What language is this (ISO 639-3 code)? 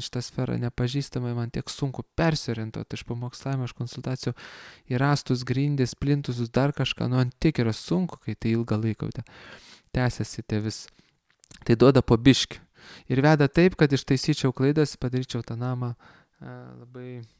lit